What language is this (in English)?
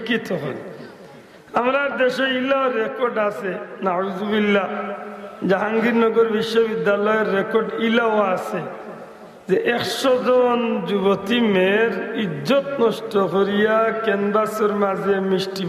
Sylheti